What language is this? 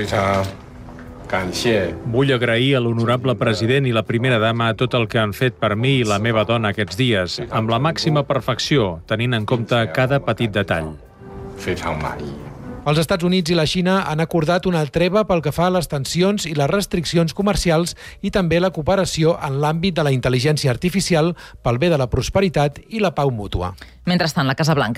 Catalan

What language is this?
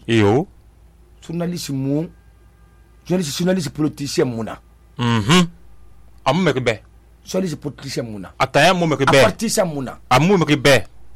Susu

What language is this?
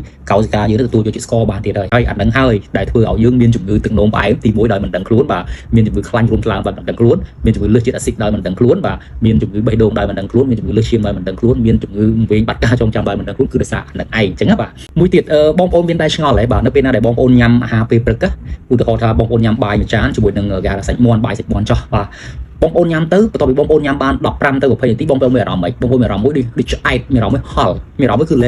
Khmer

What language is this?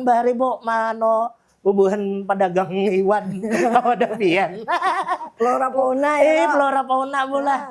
Banjar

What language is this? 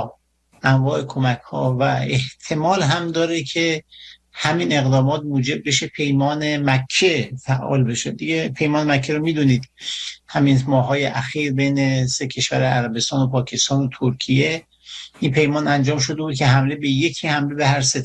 Persian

